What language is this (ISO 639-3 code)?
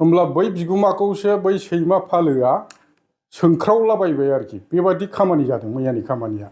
brx